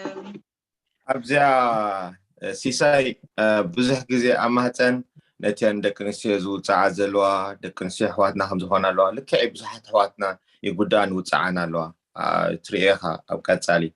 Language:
Tigrinya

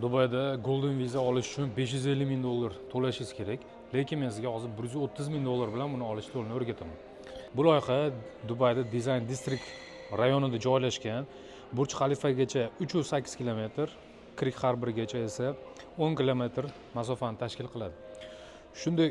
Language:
Uzbek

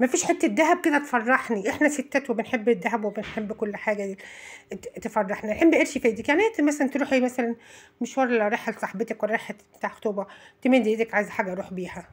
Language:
Egyptian Arabic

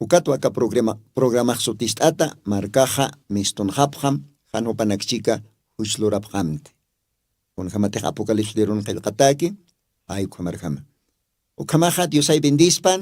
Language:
Aymara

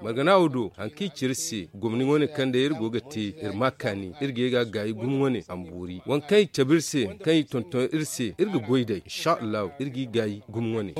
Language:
Zarma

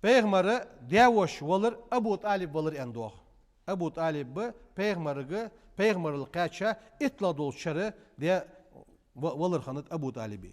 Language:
Ingush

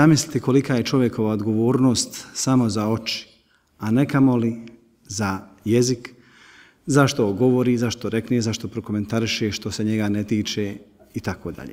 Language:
Bosnian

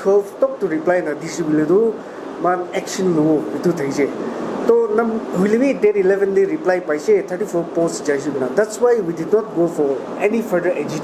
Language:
Naga Pidgin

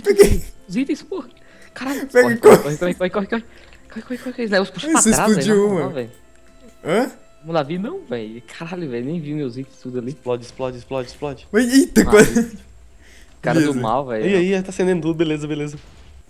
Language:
Portuguese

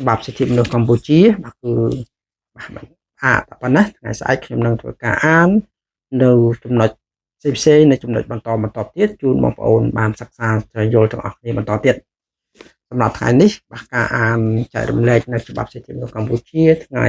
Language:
Khmer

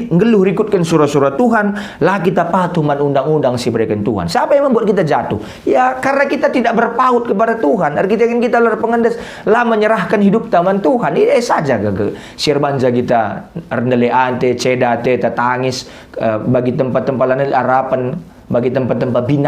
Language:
Batak Karo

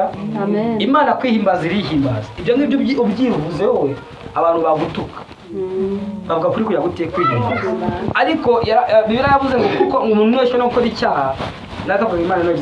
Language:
Kinyarwanda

